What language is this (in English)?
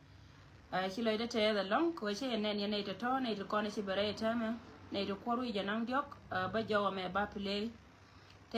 Nuer